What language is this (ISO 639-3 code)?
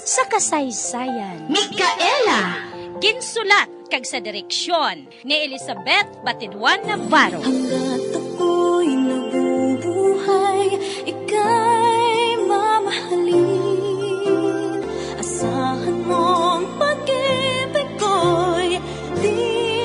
hil